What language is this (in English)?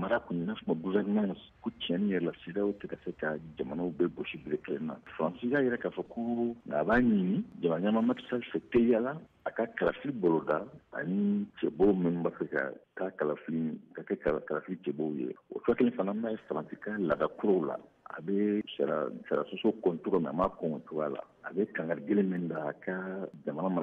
Bambara